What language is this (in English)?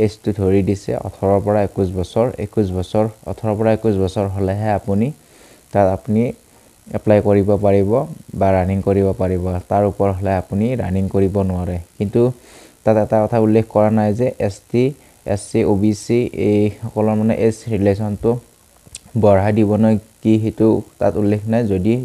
Assamese